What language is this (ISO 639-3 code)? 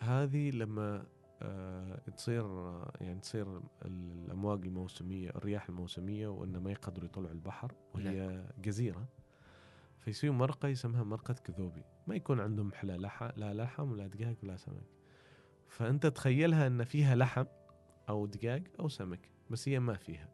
afb